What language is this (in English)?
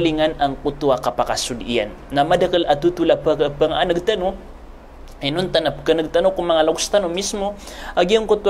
Maranao